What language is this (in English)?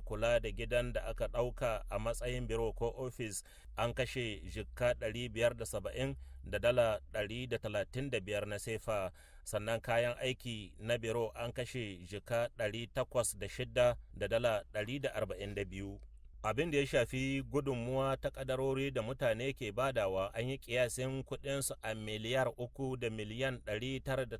Hausa